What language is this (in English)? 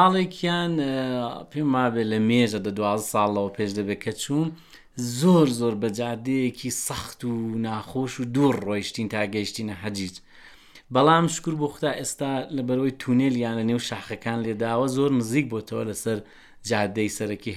Central Kurdish